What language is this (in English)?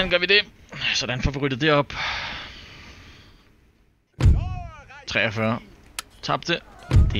Danish